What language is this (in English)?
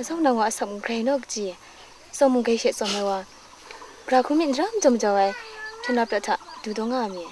Kachin